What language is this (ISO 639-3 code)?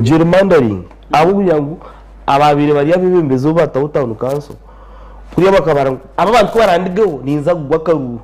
nyn